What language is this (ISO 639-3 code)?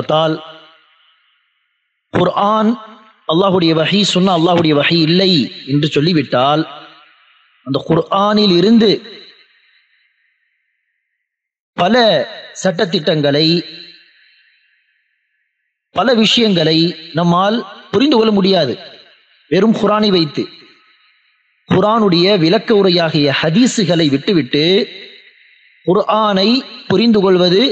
tam